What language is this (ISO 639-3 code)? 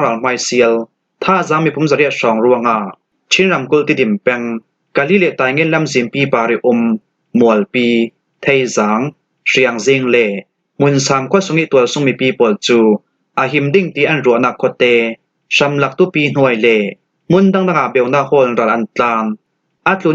cfm